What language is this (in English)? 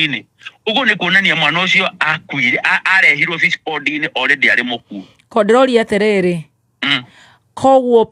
Kikuyu